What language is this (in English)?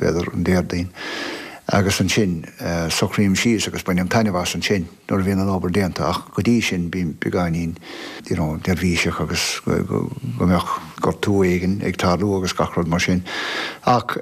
Irish